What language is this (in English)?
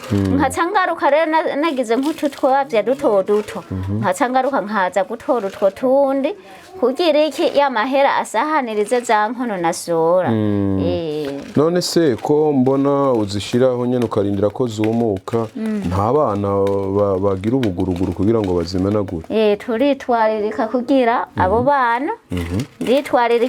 Rundi